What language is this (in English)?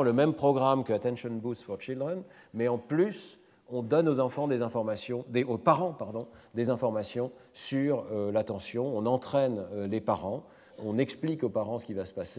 French